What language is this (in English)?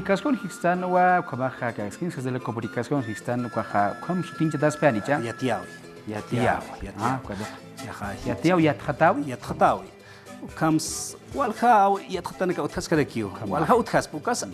Aymara